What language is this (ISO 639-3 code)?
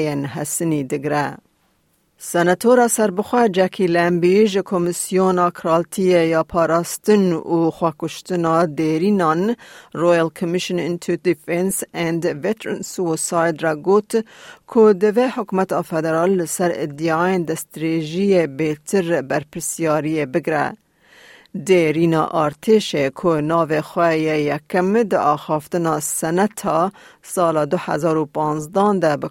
kur